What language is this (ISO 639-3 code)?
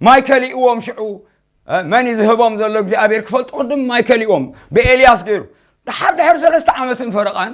tir